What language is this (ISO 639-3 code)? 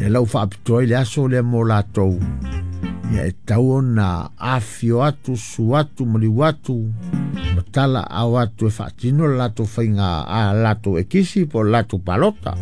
smo